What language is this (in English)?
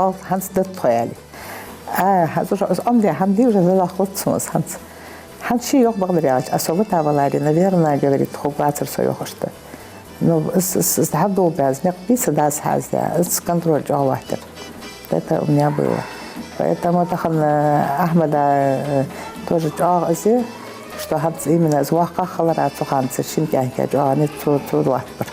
Ingush